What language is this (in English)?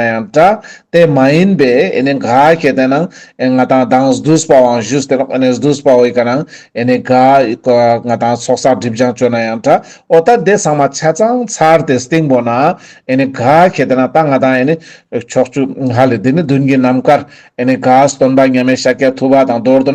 Ladakhi